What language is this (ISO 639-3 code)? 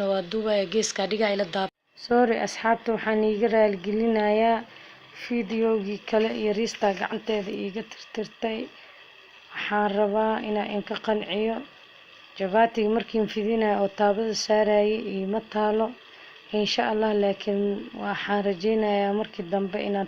som